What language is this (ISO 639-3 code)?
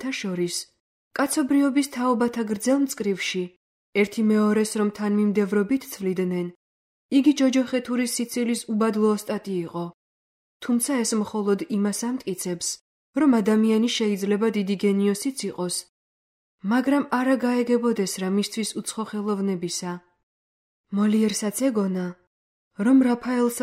kat